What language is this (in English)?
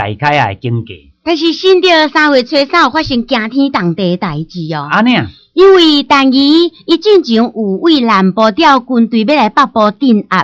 Min Nan Chinese